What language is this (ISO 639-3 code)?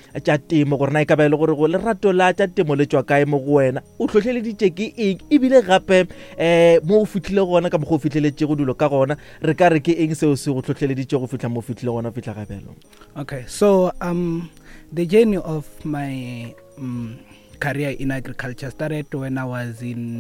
nso